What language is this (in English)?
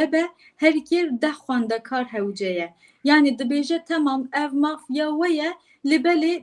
Kurdish